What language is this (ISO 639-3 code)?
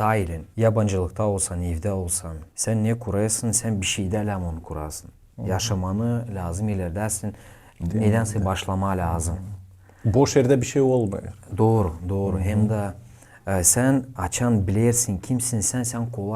gag